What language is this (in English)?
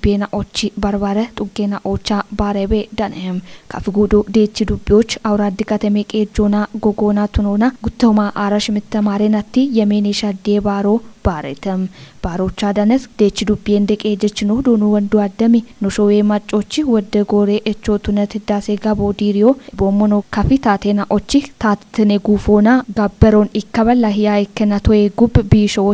Kafa